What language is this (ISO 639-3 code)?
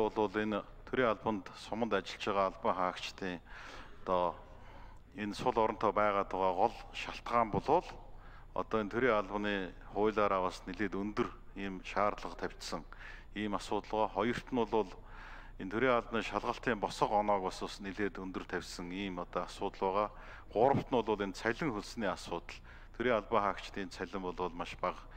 mon